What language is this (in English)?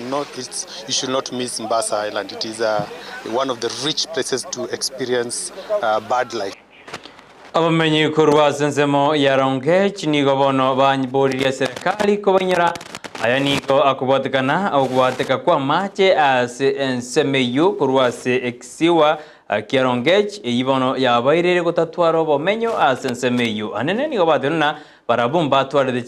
Gusii